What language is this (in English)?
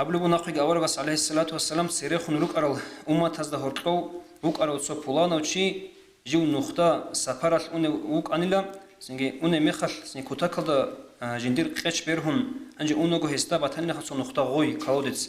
Avaric